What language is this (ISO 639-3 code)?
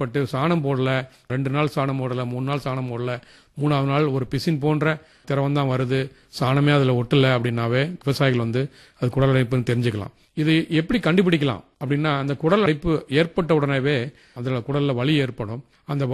tam